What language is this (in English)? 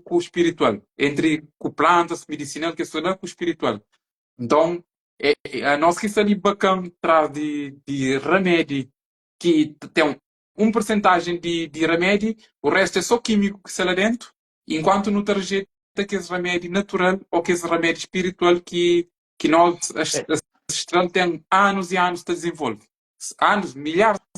Kabuverdianu